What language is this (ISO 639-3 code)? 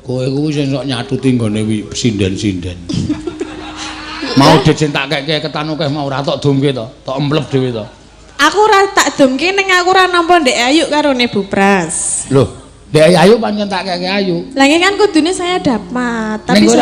jav